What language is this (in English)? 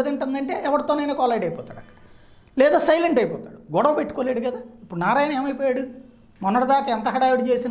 Telugu